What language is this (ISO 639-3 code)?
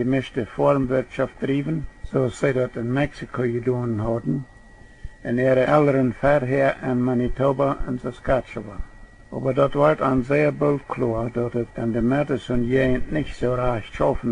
pdt